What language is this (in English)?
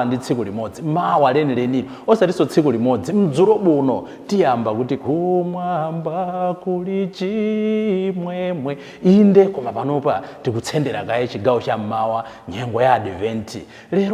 Nyanja